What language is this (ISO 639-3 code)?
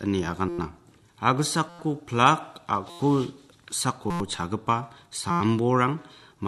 grt